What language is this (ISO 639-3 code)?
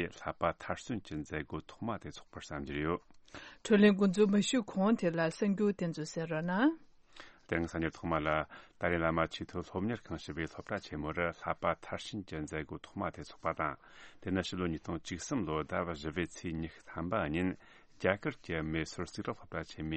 bod